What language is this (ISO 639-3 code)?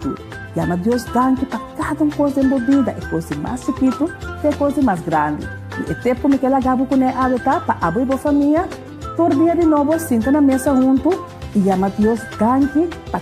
pap